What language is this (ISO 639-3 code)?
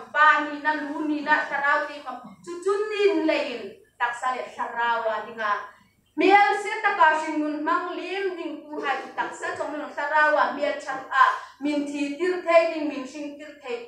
hmr